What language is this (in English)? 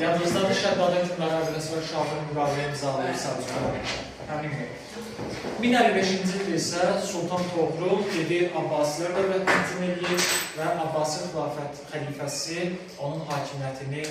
Azerbaijani